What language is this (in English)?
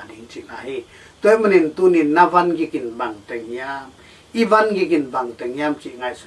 Tedim Chin